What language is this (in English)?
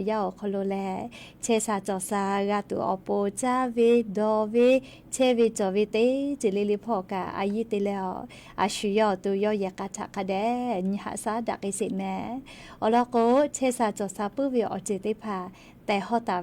Lahu